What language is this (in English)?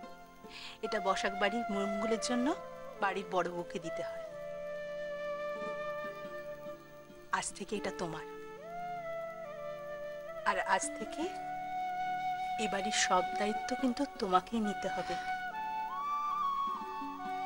Bangla